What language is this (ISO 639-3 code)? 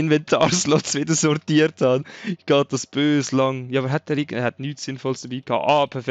gsw